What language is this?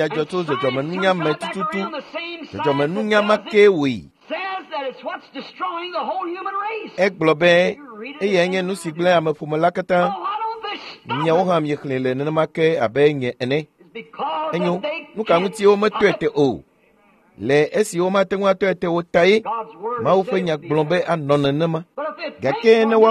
Ewe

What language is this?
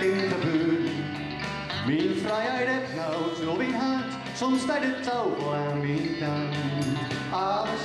Gronings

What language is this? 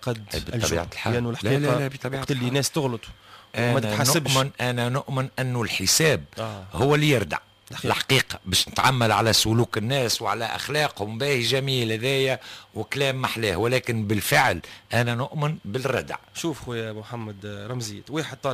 Tunisian Arabic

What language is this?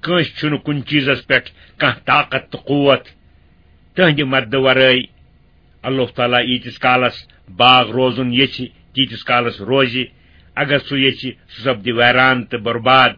Kashmiri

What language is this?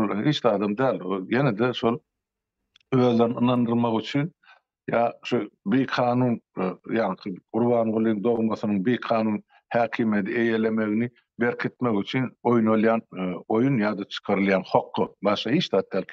Turkmen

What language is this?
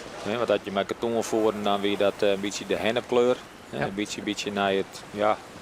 Western Frisian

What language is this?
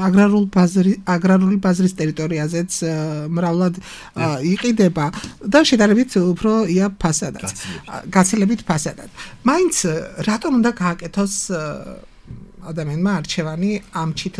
Georgian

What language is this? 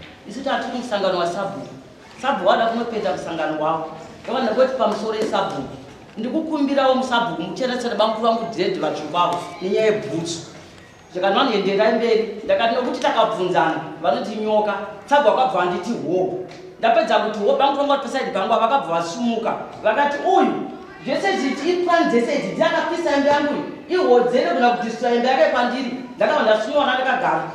Shona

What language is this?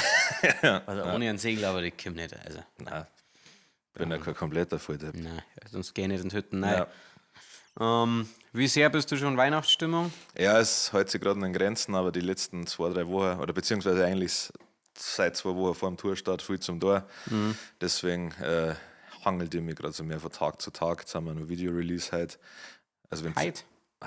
Bavarian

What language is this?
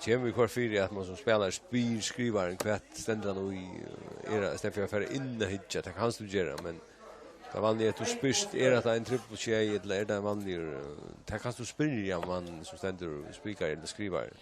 Faroese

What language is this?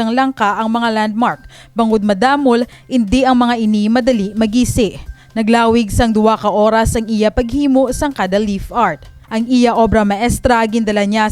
Hiligaynon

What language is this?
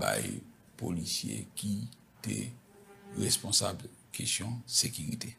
Haitian Creole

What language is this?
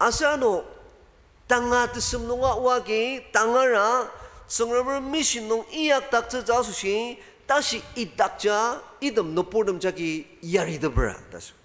Ao Naga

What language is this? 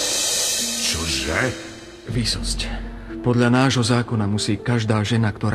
Slovak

